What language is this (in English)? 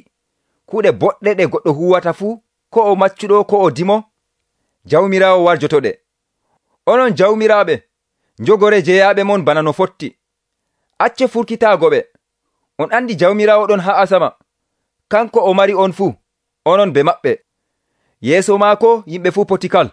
Nigerian Fulfulde